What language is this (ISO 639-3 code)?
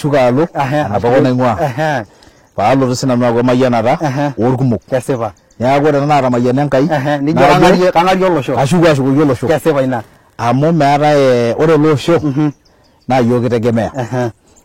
mas